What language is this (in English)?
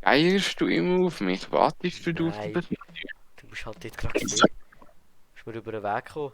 Swiss German